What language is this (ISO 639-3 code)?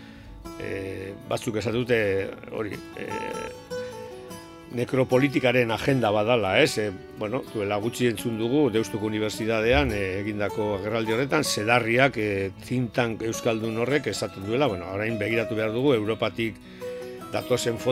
eus